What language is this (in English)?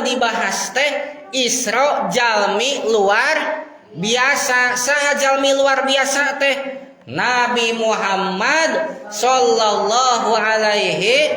Sundanese